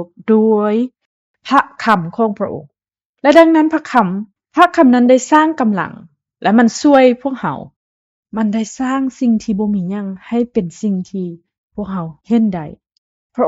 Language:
Lao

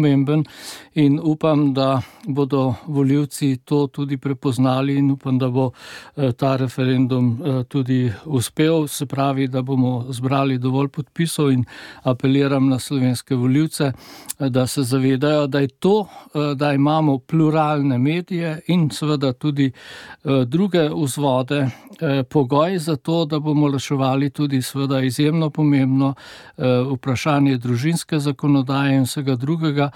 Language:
Slovenian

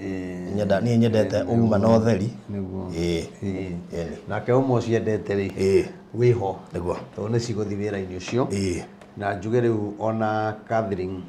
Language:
Kikuyu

